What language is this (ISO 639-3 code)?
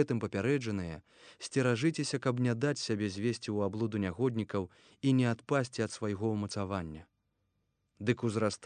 bel